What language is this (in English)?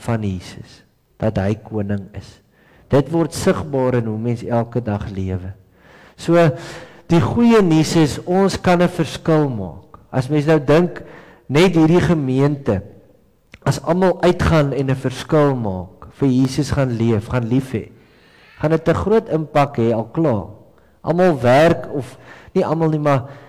Afrikaans